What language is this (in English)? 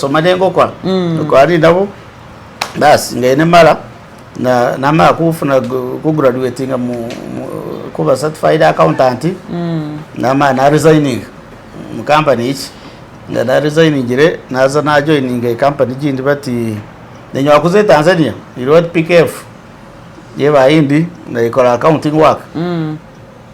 Masaaba